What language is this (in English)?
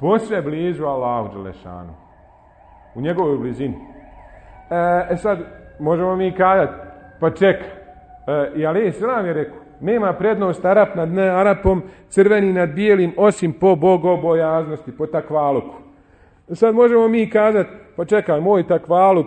Bosnian